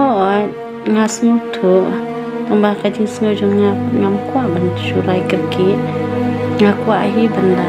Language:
Khasi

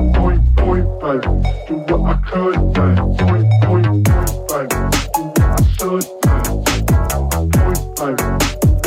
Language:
Danish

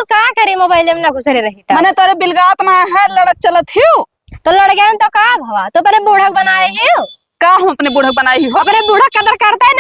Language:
Awadhi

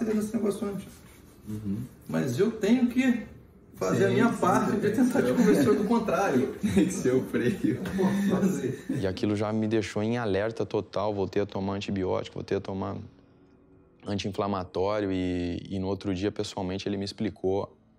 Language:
Portuguese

